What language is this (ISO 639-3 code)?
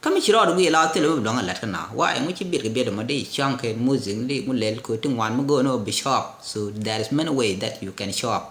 nus